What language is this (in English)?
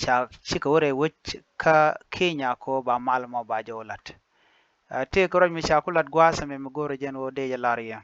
Nuer